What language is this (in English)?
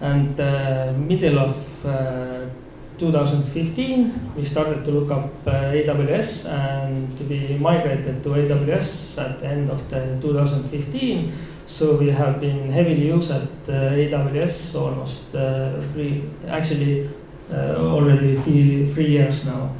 English